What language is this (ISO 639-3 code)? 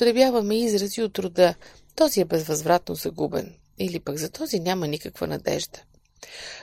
bul